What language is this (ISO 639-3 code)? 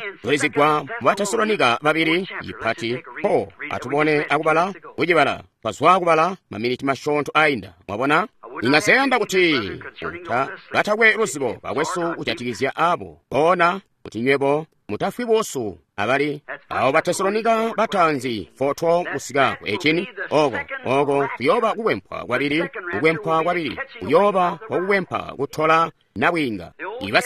toi